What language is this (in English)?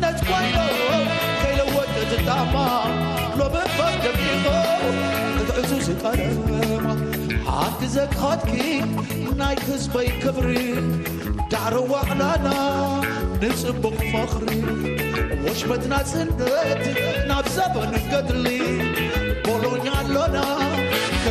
Tigrinya